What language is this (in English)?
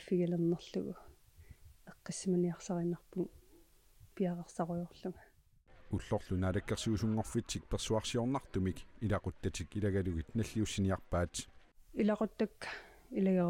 Kalaallisut